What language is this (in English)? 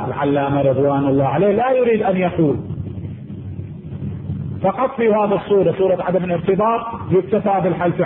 Arabic